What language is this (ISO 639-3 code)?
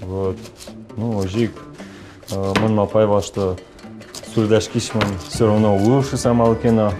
udm